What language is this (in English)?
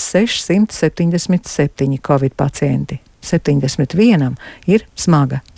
Latvian